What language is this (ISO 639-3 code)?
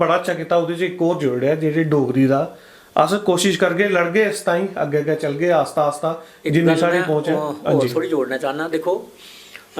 doi